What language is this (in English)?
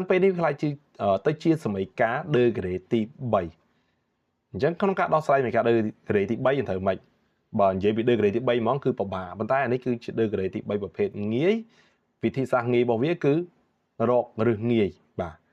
Khmer